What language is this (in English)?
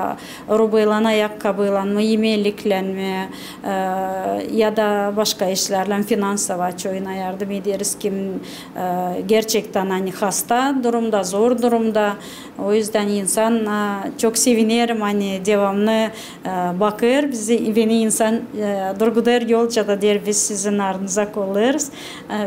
Gagauz